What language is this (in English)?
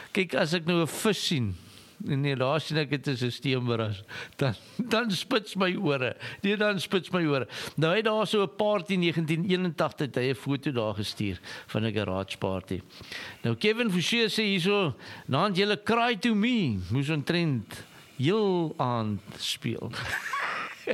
Afrikaans